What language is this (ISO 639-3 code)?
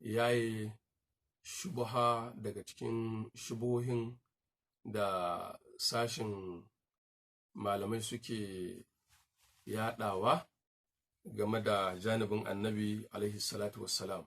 hau